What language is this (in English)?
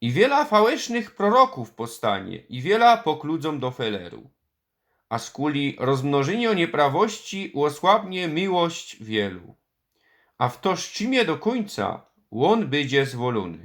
Silesian